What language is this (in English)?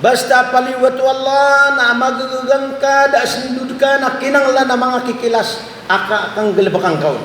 Maranao